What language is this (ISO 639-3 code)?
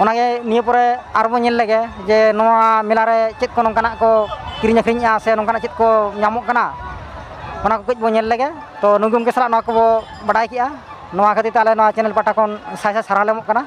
sat